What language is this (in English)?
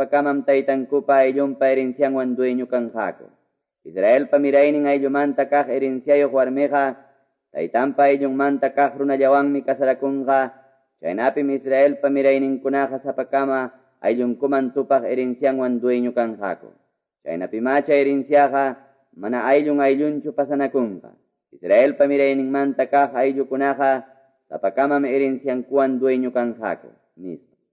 Quechua